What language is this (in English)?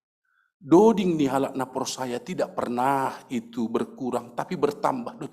Batak Simalungun